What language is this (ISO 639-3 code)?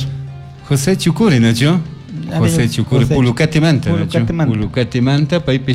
qug